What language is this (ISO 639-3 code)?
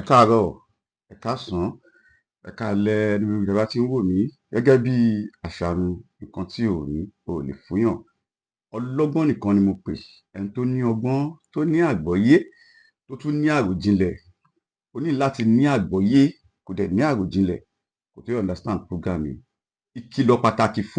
yor